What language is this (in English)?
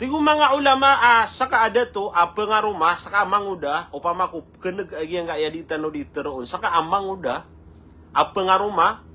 Maranao